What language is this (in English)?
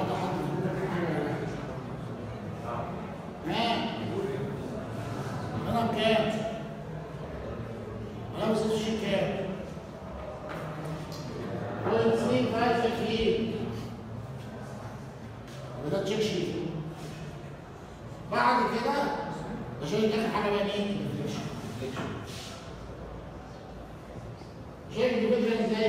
Egyptian Arabic